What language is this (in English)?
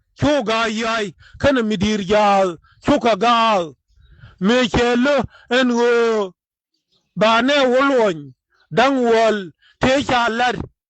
Nuer